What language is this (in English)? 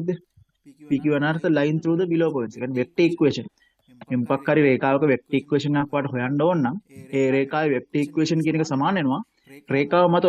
Sinhala